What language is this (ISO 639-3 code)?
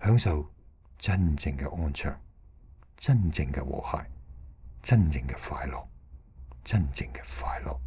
yue